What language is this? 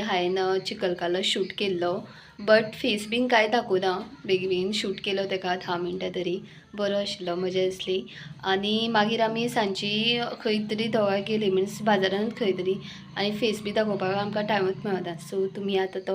Konkani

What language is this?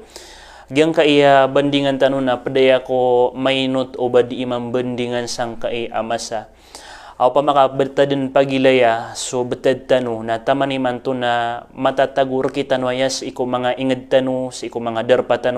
Maranao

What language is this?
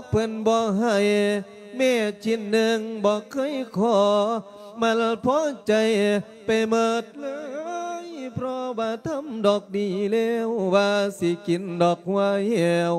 Lao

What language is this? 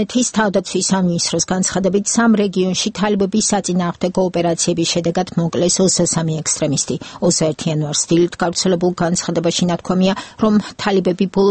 Georgian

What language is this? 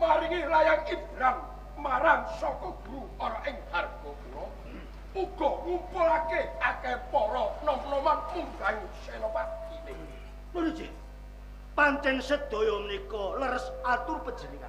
Javanese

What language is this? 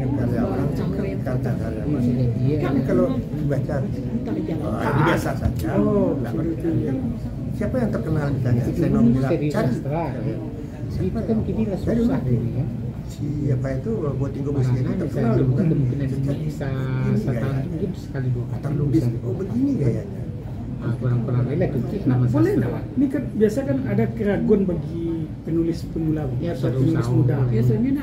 Indonesian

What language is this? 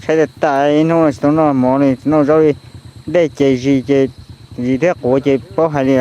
Hmong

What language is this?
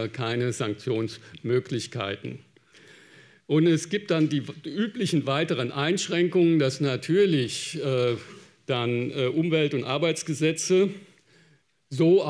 German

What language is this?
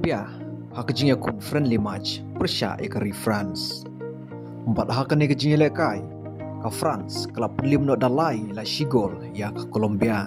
Khasi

